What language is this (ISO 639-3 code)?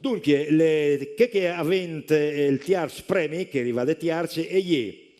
fur